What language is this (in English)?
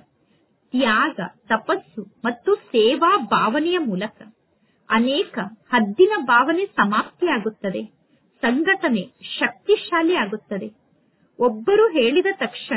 Kannada